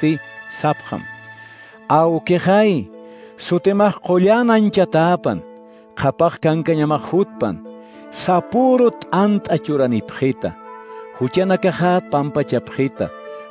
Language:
Aymara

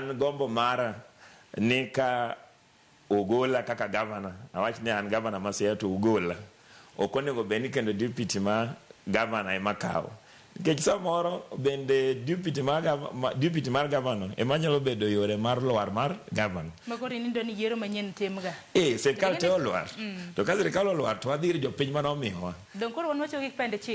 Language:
Luo (Kenya and Tanzania)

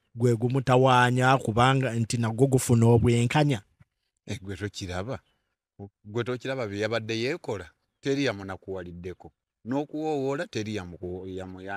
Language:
Ganda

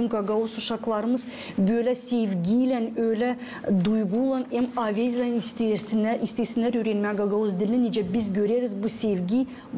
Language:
Gagauz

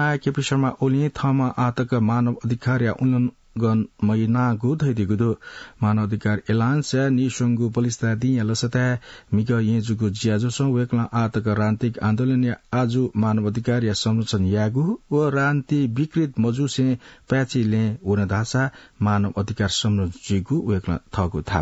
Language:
Newari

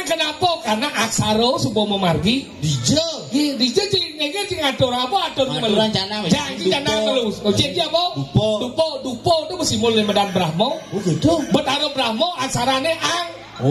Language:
Balinese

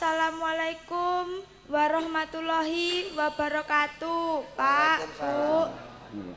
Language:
Javanese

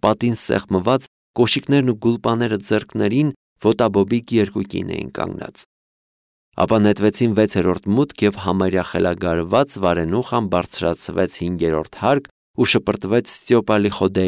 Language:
Armenian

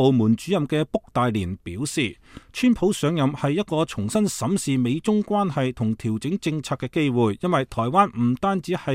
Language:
Cantonese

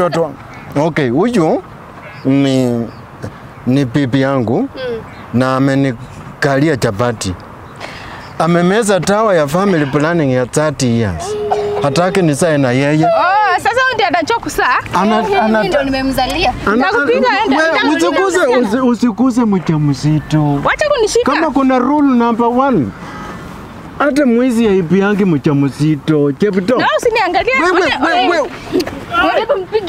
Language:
Swahili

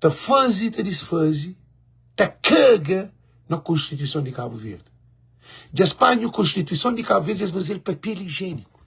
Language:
Kabuverdianu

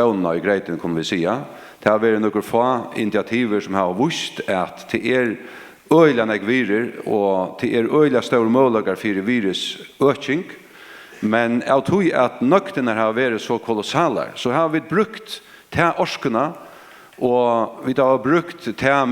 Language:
Faroese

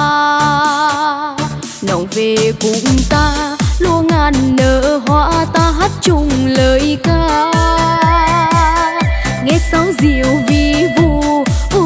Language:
Vietnamese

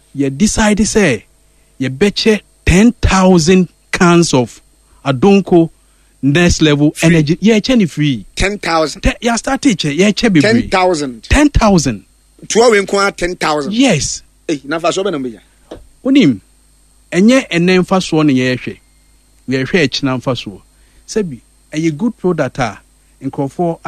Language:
Akan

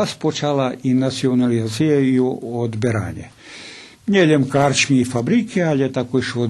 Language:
Rusyn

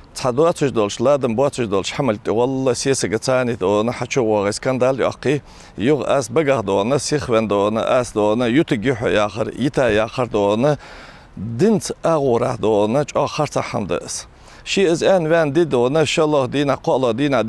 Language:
Ingush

